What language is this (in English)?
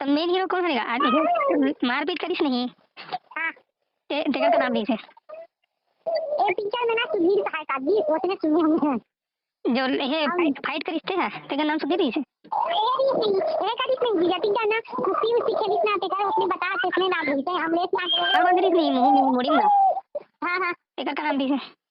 Chhattisgarhi